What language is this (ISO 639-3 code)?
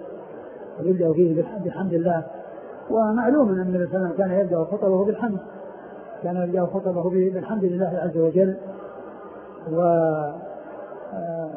ara